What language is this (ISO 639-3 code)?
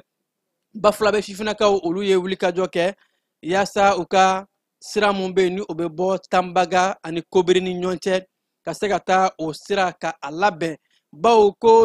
bam